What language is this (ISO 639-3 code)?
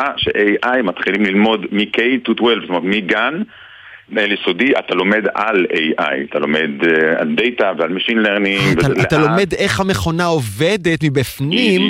heb